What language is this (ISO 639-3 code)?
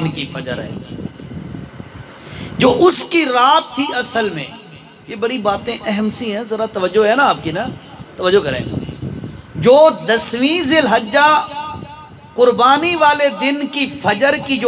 urd